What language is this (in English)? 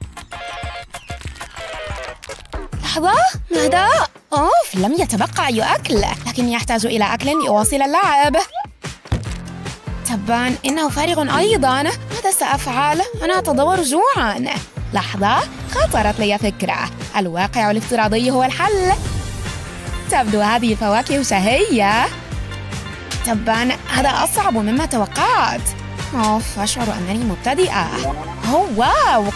Arabic